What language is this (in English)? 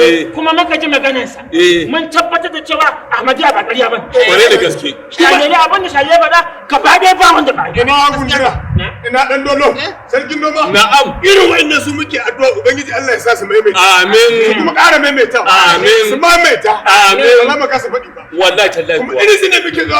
Hausa